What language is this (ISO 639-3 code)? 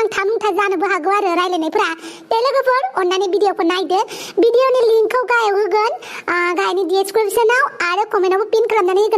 brx